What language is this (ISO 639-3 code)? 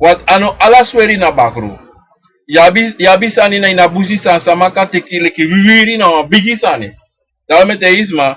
srn